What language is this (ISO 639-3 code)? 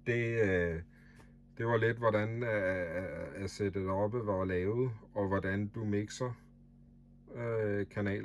dan